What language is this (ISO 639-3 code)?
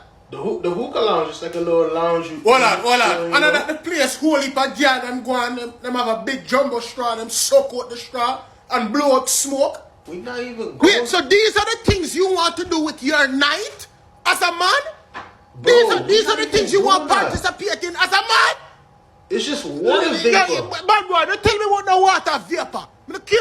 jam